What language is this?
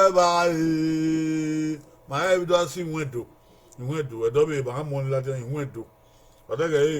Bini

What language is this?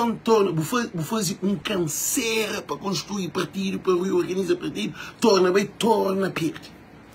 Kabuverdianu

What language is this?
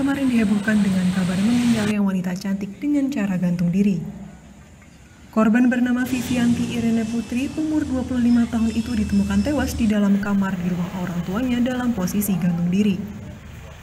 Indonesian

